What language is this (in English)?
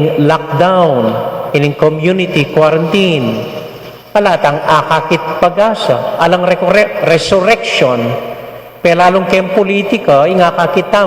Pampanga